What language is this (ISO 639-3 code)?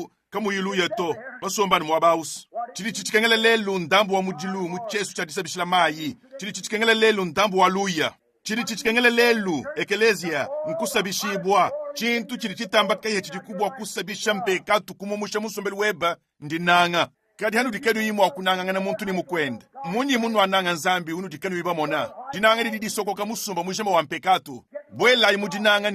lua